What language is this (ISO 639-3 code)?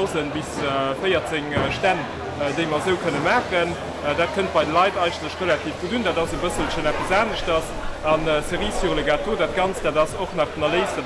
ltz